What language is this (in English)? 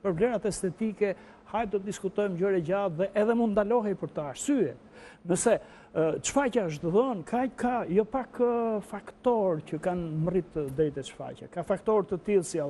Albanian